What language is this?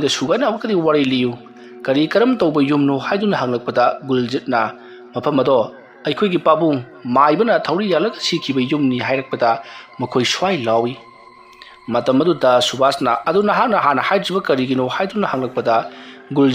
Manipuri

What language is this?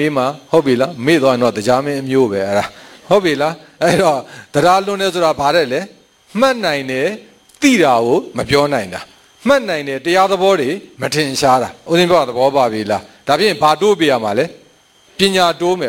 Burmese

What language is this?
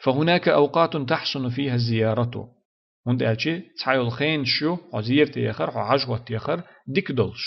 Chechen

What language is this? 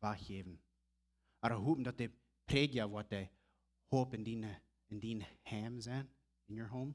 Plautdietsch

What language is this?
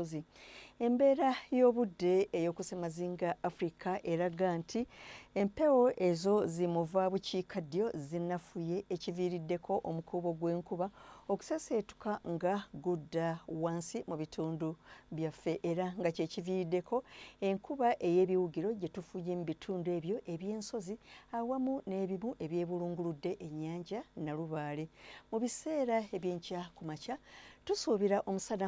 Ganda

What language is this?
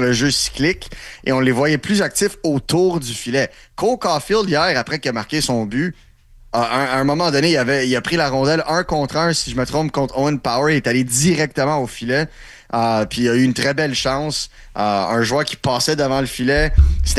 French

